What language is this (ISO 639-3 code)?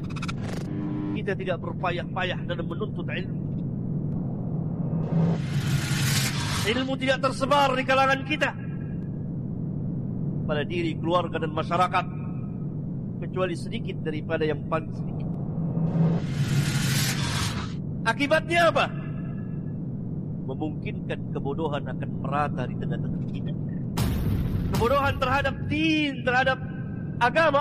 ind